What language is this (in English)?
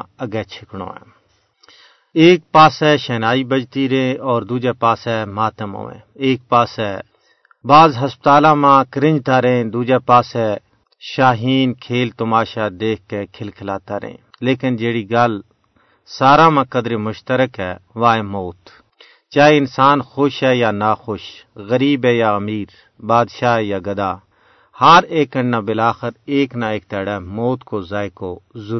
Gujari